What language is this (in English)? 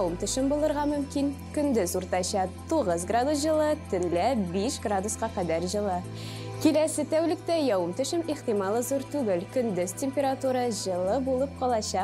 Tatar